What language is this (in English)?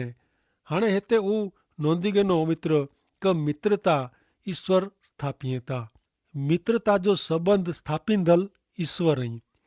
Kachhi